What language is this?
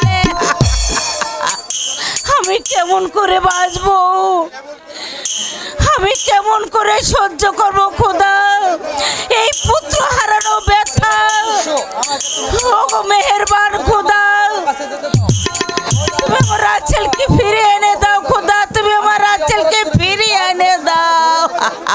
Bangla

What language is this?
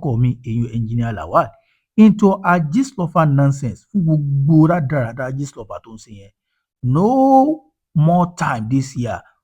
Yoruba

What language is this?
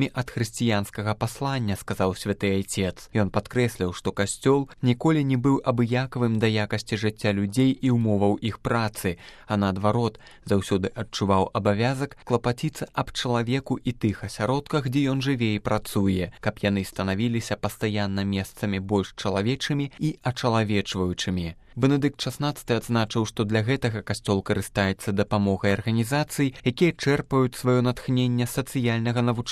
Belarusian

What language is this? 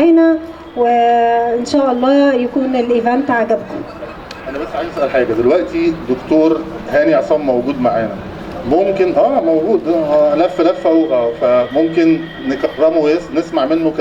Egyptian Arabic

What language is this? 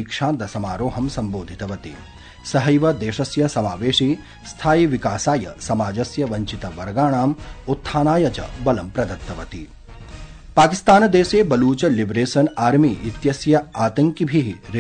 Sanskrit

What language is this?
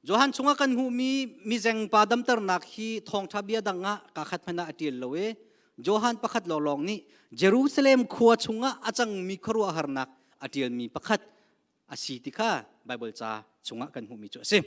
Hakha Chin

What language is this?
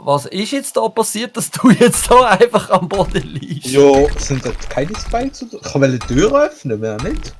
Swiss German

